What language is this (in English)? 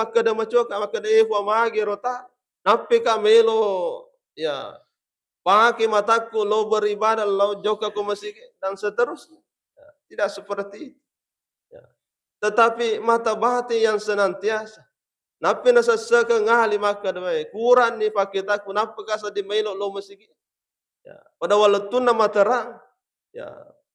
Buginese